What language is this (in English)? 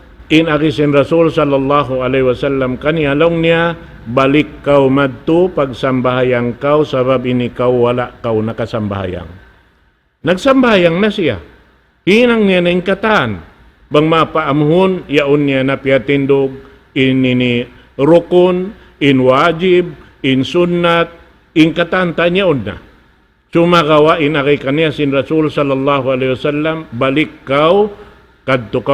Tausug